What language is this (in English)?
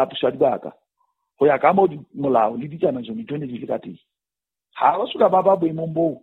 Southern Sotho